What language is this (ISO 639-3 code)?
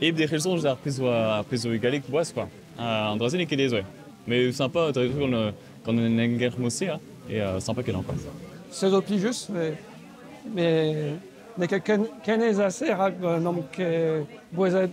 bre